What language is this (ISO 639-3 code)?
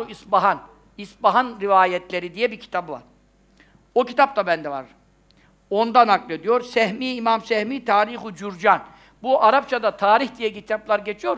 tur